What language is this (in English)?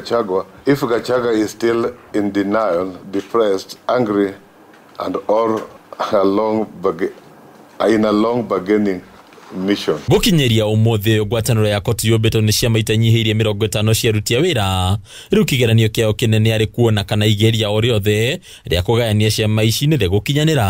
Kikuyu